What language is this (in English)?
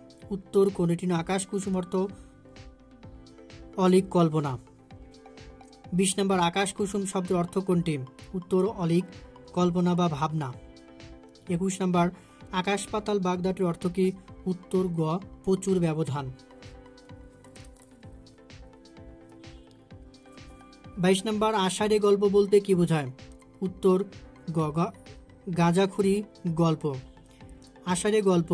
Bangla